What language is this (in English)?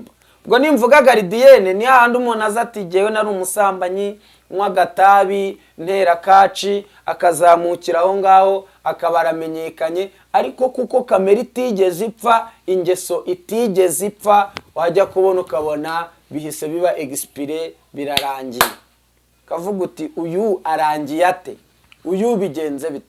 Kinyarwanda